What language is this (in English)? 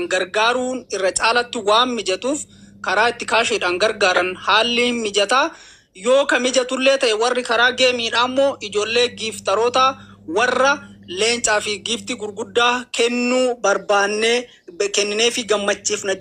Oromo